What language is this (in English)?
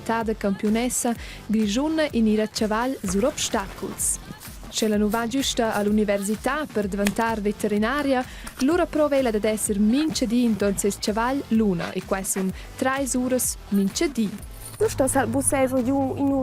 Romansh